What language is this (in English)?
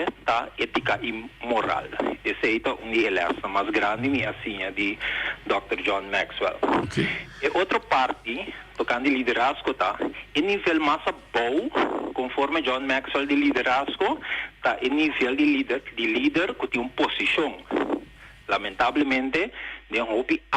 Papiamento